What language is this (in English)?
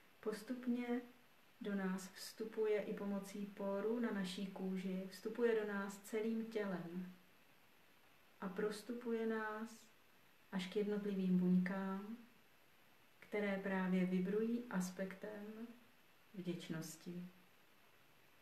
Czech